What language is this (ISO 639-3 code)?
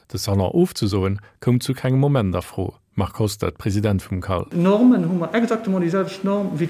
ltz